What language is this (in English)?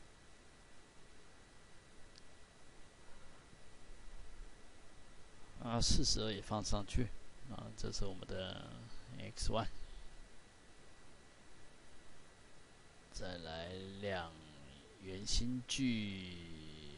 Chinese